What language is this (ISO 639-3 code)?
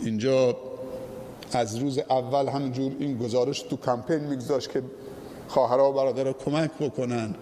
fas